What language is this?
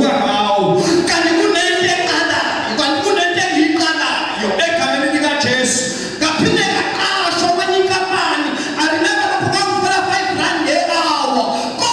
Zulu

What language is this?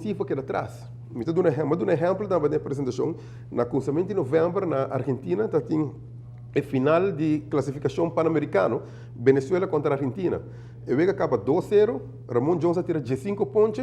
Papiamento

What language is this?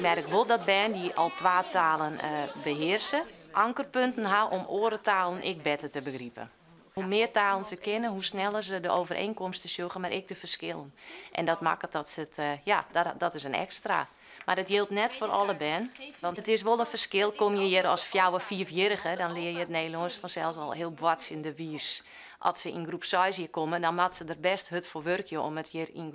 Western Frisian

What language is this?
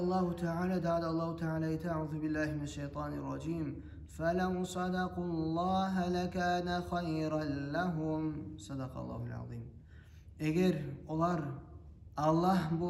Kumyk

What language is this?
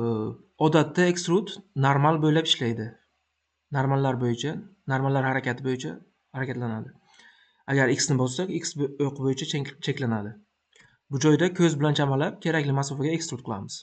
Uzbek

